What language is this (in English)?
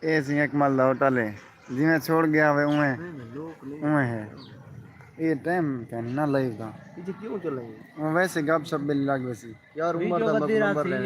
Saraiki